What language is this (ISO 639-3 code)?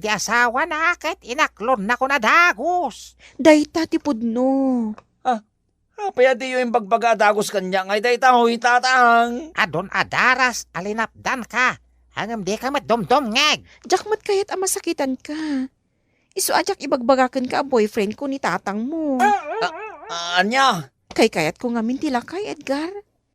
ilo